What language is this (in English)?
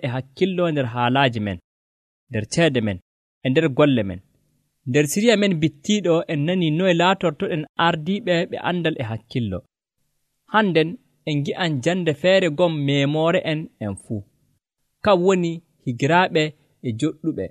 Nigerian Fulfulde